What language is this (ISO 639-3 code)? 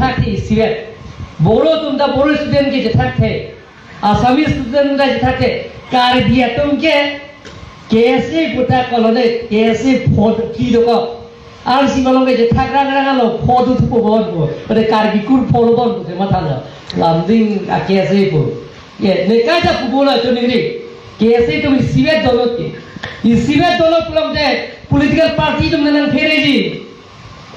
mjw